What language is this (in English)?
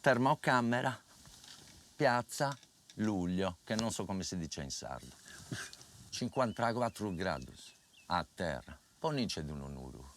Sardinian